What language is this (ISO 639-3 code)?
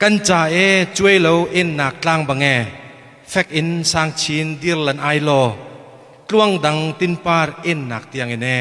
cnh